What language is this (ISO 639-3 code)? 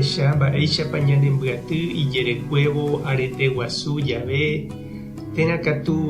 grn